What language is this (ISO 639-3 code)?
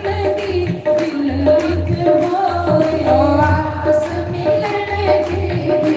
doi